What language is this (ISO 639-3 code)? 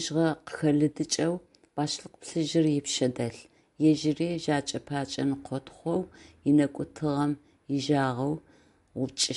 ady